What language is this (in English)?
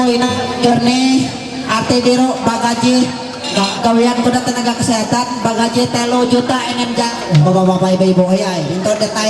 Ma'anyan